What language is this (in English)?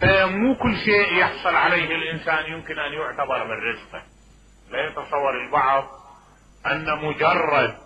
Mesopotamian Arabic